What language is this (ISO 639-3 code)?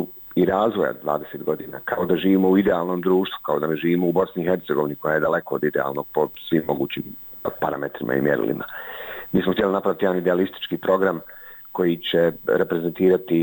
bos